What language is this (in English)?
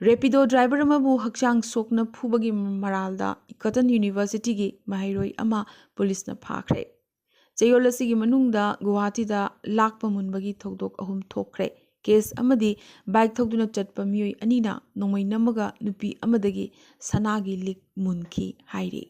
Manipuri